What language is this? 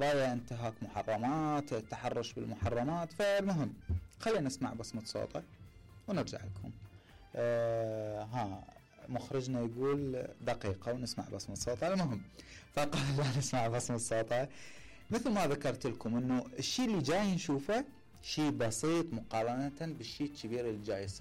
Mesopotamian Arabic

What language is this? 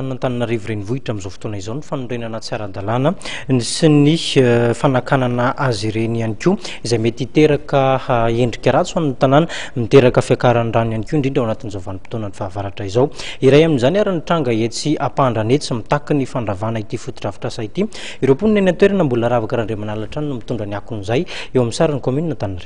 Malagasy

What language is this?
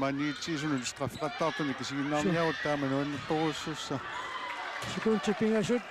Kalaallisut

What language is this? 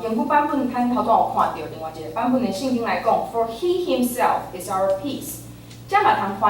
Min Nan Chinese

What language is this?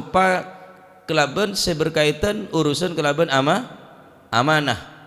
Madurese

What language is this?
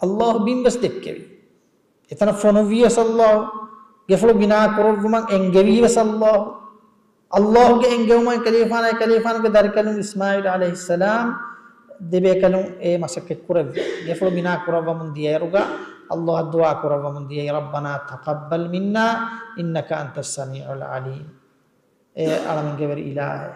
Divehi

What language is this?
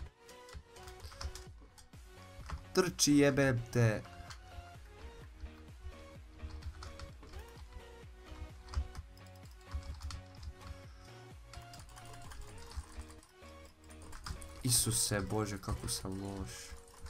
Croatian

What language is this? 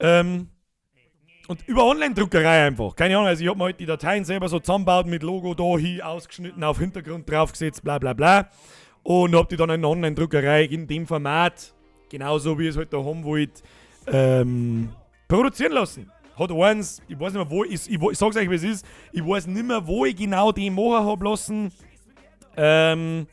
Bavarian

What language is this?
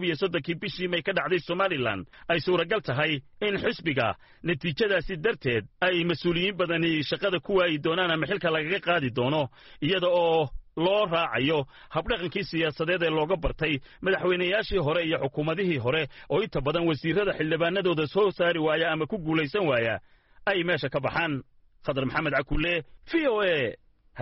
Somali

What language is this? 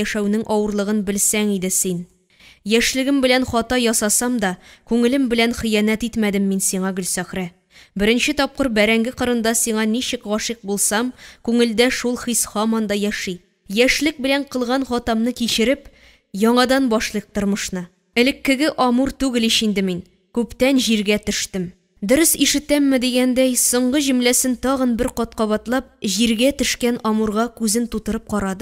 Tatar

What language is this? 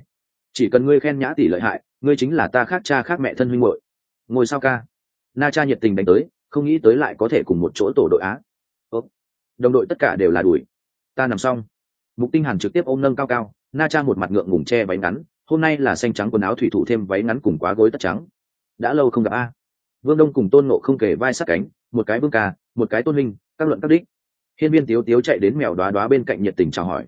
Vietnamese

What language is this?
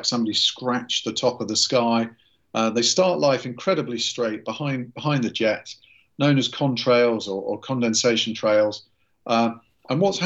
English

